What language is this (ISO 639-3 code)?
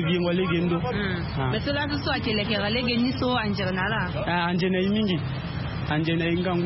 sag